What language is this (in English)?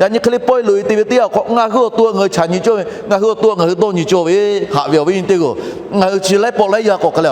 Lahu